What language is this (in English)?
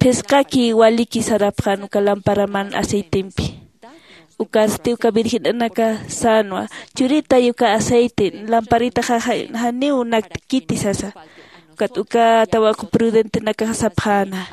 Aymara